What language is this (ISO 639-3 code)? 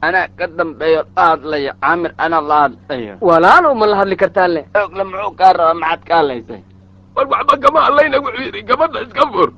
som